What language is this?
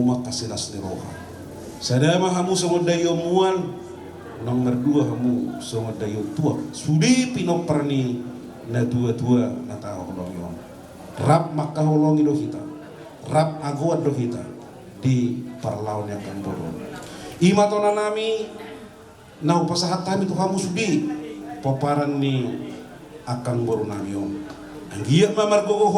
Batak Toba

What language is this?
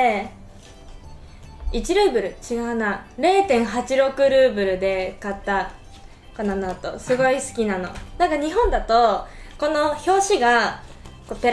Japanese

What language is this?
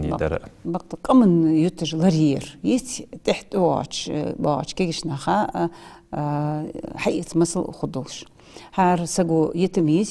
Ingush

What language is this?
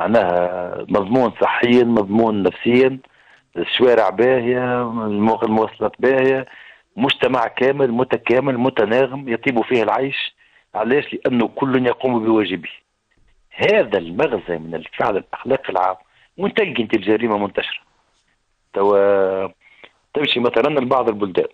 Tunisian Arabic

